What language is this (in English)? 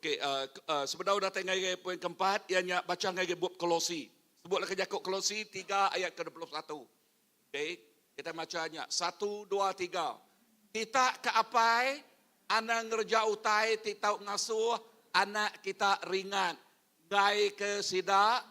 Iban